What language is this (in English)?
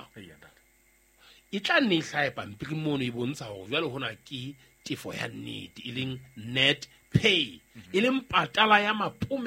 Southern Sotho